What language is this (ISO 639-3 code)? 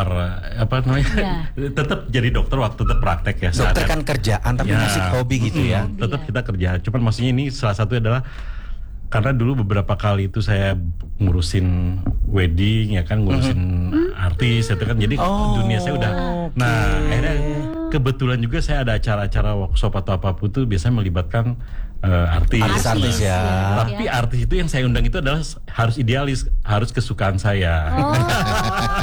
ind